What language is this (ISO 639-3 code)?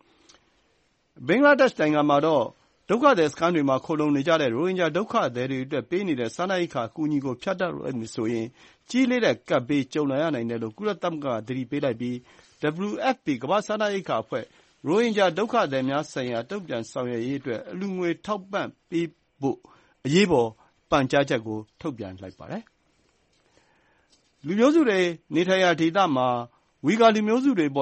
mya